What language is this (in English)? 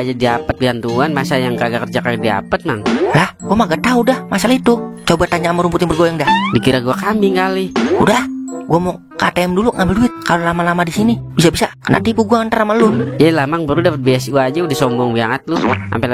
Betawi